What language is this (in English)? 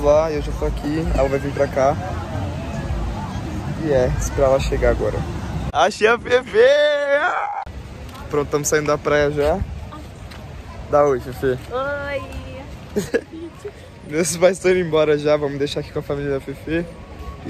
Portuguese